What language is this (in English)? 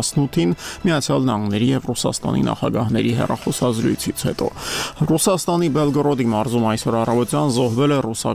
Armenian